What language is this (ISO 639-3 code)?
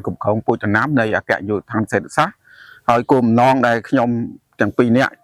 khm